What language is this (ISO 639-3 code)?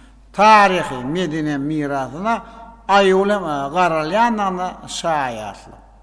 tuk